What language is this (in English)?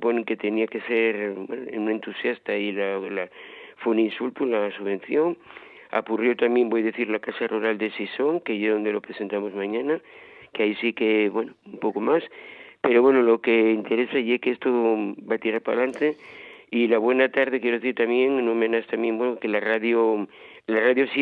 Asturian